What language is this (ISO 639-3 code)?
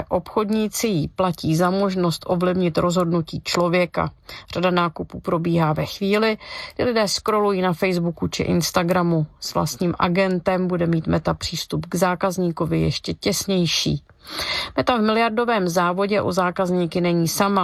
ces